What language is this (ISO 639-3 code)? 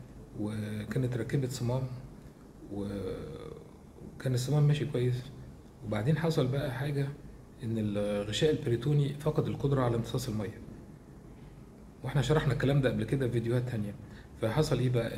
arz